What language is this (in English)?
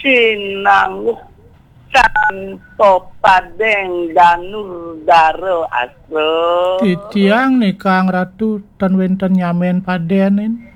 Balinese